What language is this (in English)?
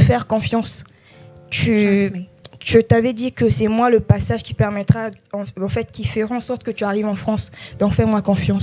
French